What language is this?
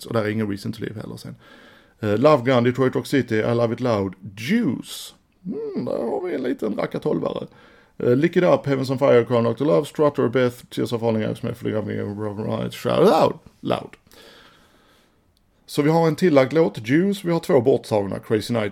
Swedish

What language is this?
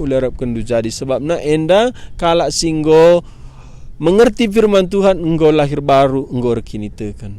Batak Karo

